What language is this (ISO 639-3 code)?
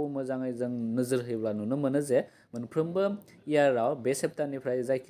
brx